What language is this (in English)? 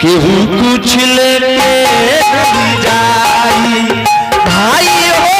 Angika